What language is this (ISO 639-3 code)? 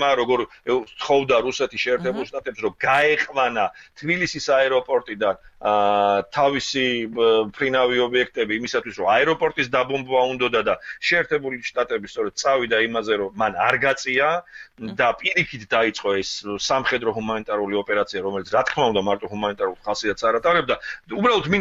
kat